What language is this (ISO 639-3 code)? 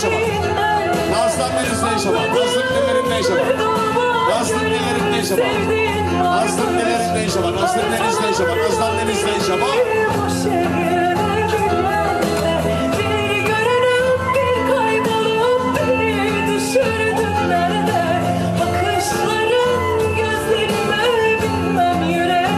tur